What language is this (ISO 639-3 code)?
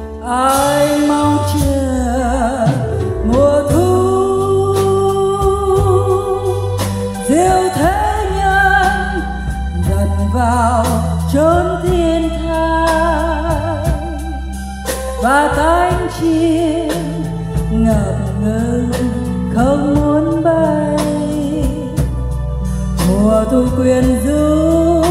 vie